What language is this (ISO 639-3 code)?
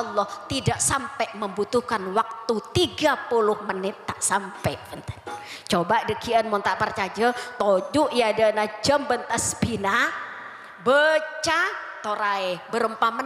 mad